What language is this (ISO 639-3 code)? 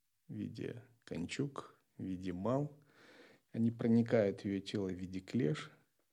rus